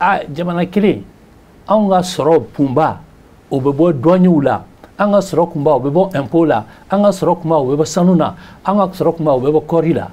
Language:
Bambara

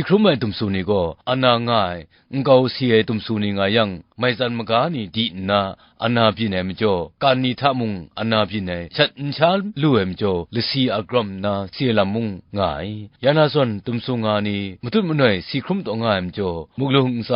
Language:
Kachin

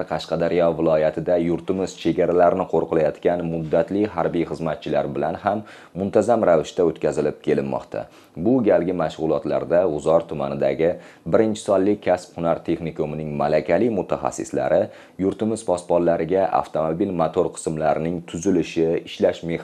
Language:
Uzbek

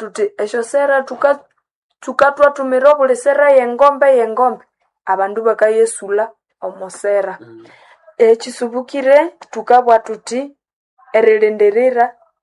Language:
Nande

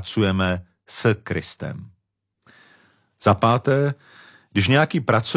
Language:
Czech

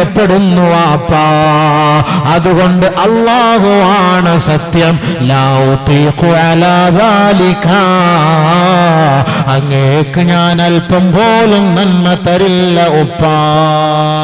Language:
Malayalam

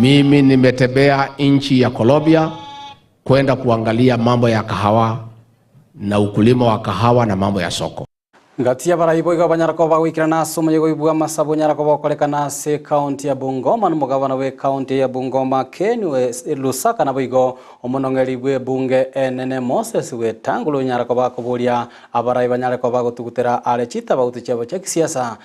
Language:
Gusii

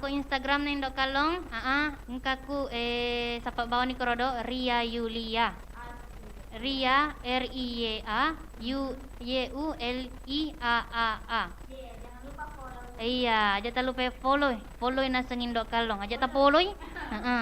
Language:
Buginese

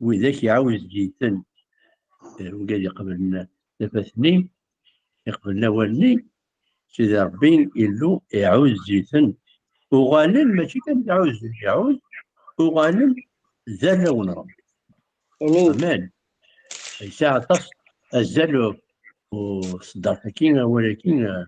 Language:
Kabyle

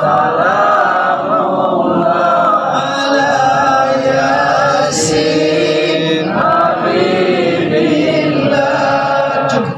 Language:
Minangkabau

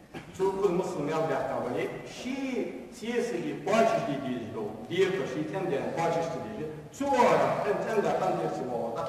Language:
Ingush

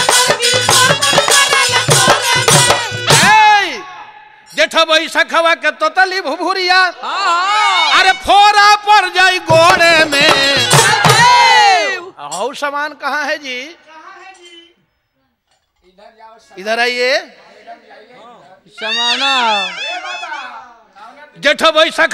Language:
Bhojpuri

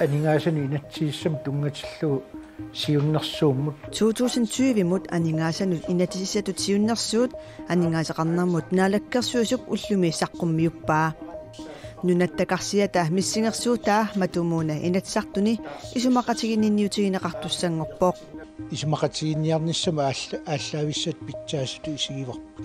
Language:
Kalaallisut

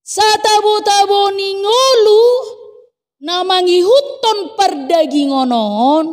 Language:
Batak Toba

